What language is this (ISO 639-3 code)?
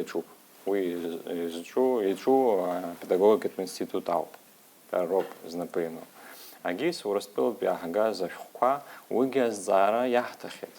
abk